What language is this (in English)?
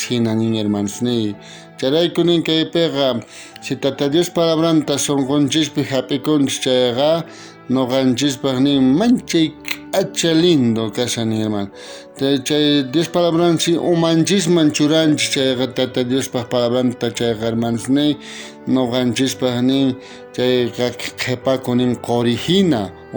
South Bolivian Quechua